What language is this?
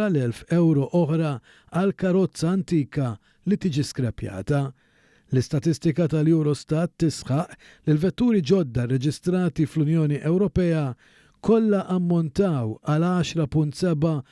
Maltese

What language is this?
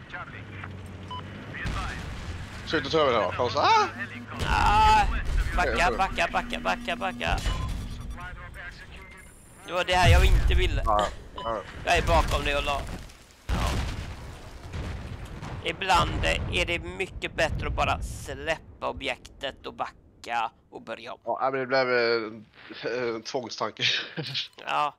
Swedish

